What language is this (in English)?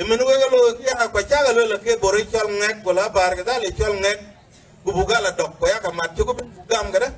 Dinka